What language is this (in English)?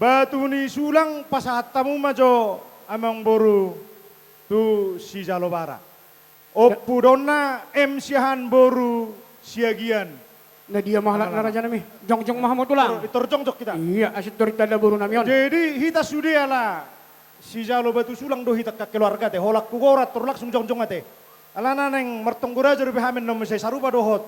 Batak Toba